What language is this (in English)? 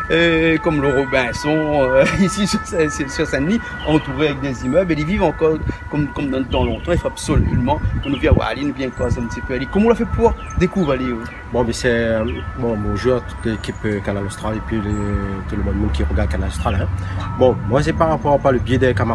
Réunion Creole French